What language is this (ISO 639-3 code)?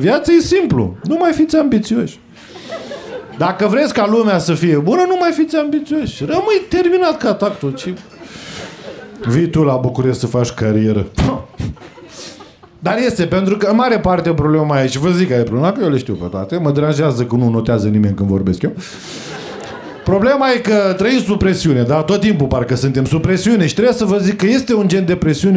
ron